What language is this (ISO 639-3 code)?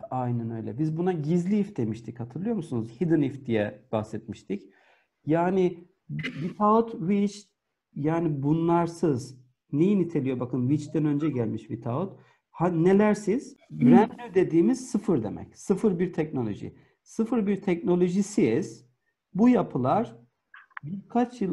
tur